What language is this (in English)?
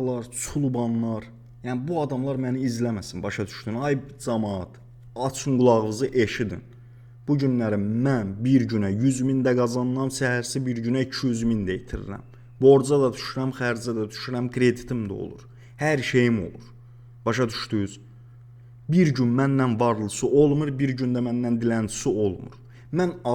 Azerbaijani